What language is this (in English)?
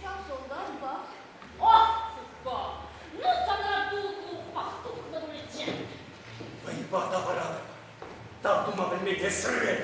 Chuvash